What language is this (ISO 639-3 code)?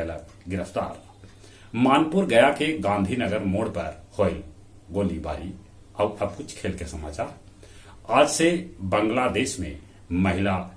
mag